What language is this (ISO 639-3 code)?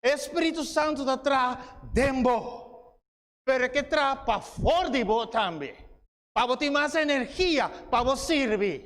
pap